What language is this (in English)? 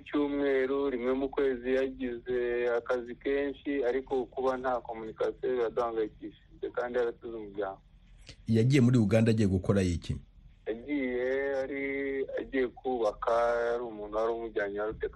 Kinyarwanda